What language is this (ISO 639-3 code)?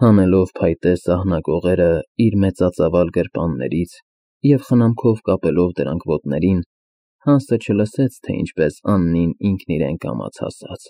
hye